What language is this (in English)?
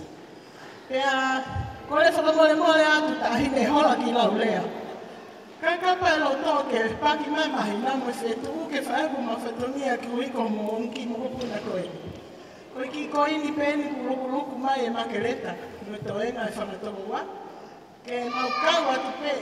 Tongan